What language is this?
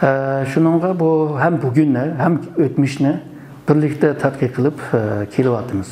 Uyghur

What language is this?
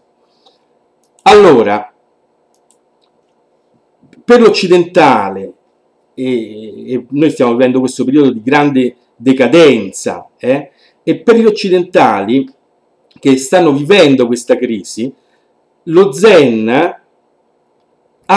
Italian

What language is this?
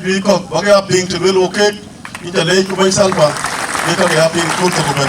Dinka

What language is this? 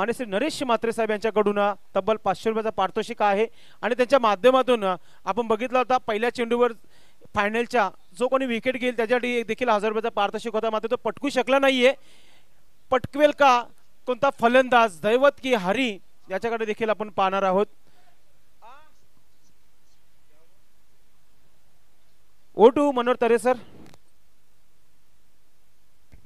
Marathi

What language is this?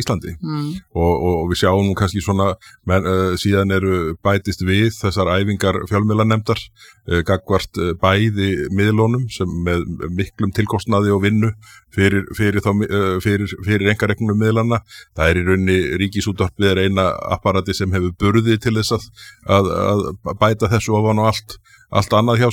Icelandic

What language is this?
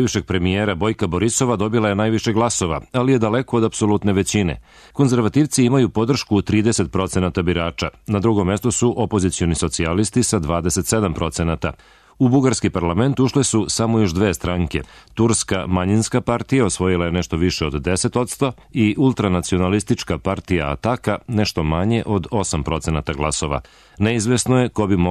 Serbian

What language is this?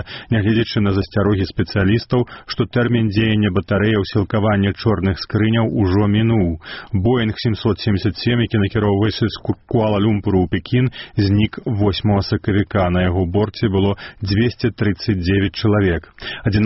Belarusian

